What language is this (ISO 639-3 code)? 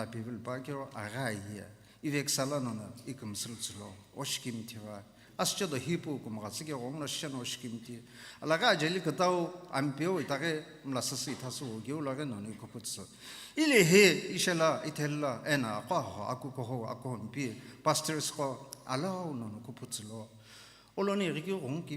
nsm